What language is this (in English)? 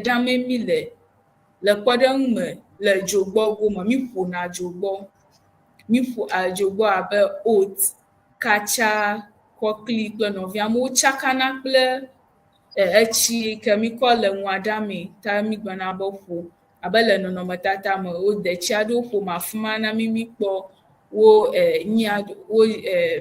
Ewe